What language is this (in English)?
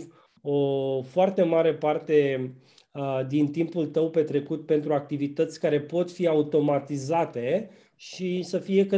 Romanian